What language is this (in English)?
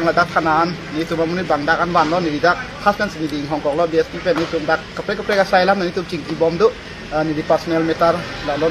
Karbi